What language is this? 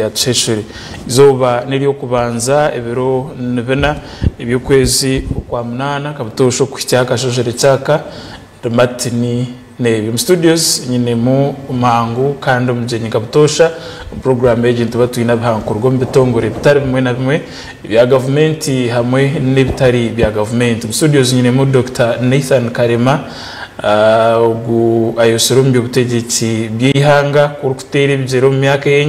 Nyankole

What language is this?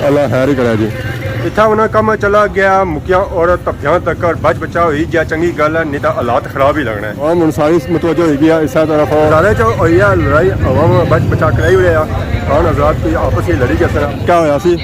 Pahari-Potwari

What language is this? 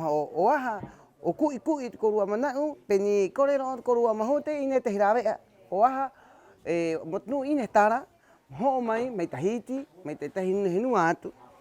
Rapanui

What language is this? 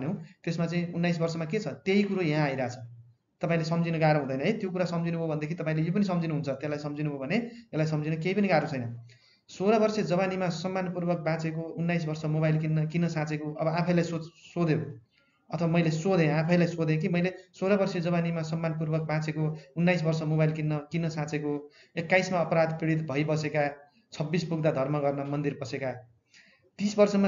Nepali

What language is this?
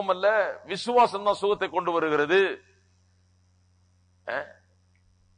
Tamil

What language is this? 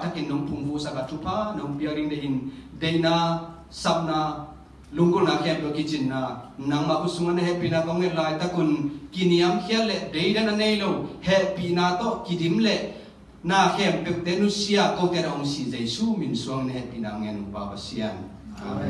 Tedim Chin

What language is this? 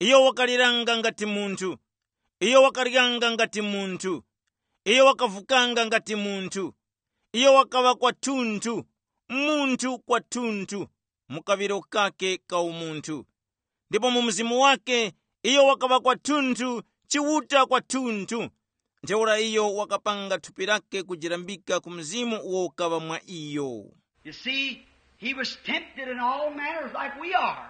Tumbuka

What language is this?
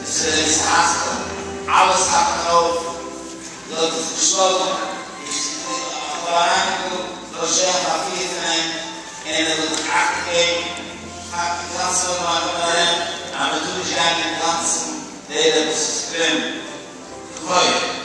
Yiddish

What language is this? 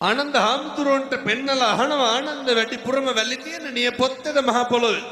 Sinhala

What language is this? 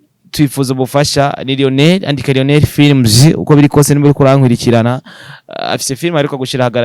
Rundi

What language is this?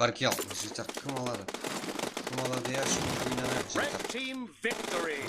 Kara-Kalpak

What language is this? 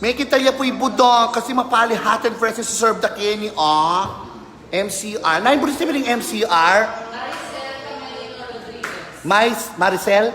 Pampanga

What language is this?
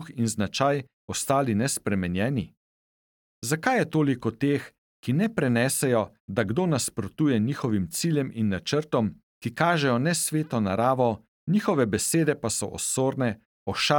Slovenian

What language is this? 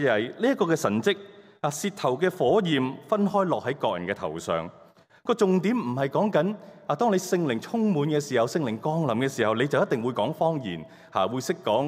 Cantonese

